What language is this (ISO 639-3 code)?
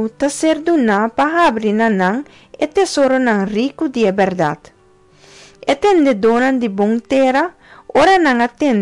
pap